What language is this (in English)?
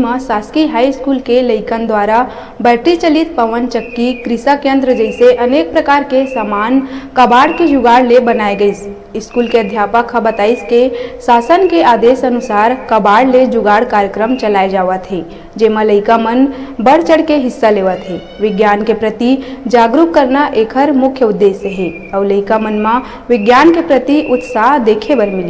Chhattisgarhi